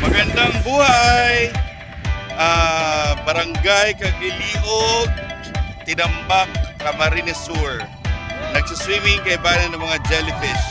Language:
Bikol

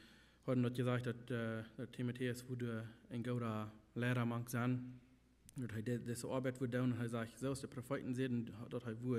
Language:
Plautdietsch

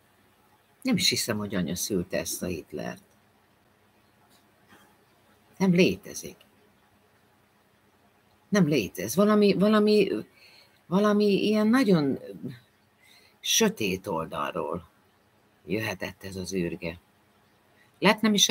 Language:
Hungarian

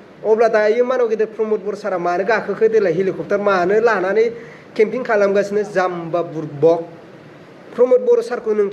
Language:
Bodo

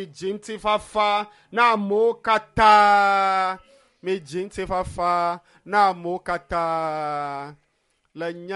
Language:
Ewe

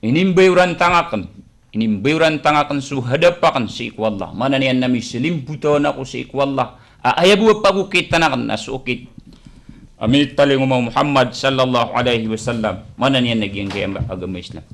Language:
Maranao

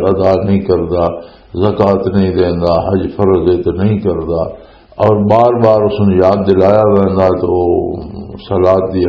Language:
Western Panjabi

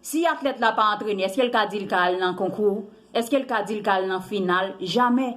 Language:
Haitian Creole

